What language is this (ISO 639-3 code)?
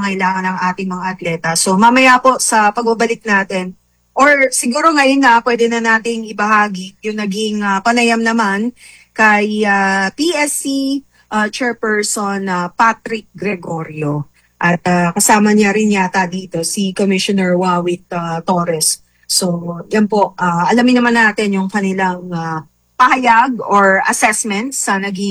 fil